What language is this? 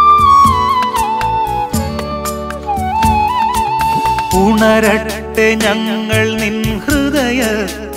Malayalam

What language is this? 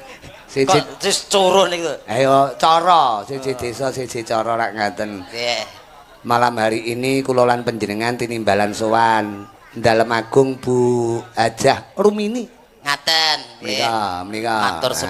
Javanese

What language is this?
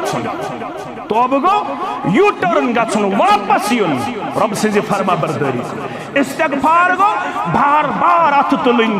Kashmiri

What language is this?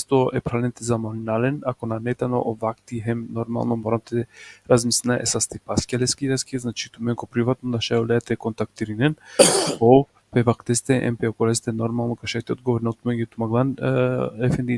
Balkan Romani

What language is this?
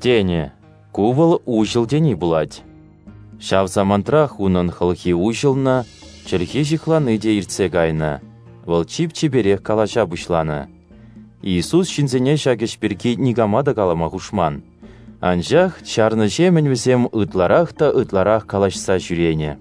Chuvash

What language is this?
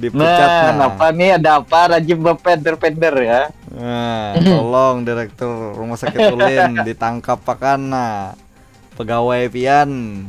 Banjar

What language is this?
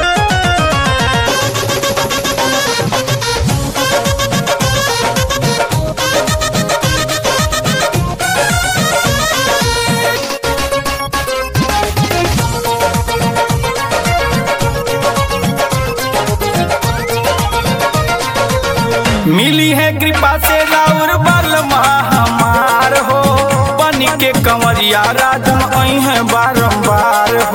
Bhojpuri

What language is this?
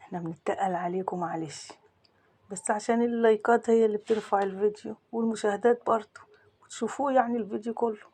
Egyptian Arabic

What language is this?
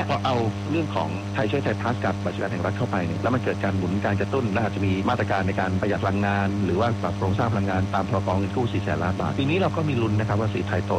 Thai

